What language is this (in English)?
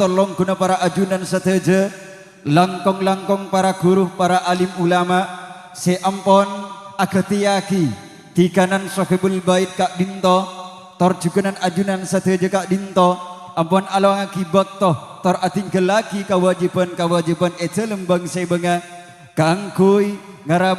Madurese